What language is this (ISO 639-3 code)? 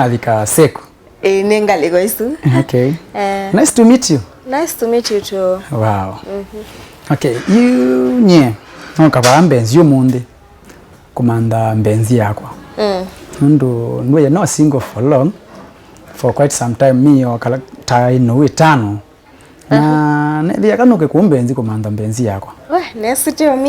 kam